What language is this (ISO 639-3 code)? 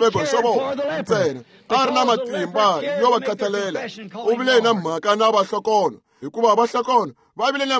tso